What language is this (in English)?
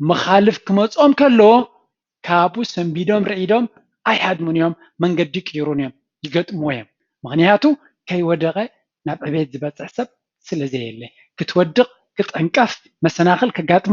Tigrinya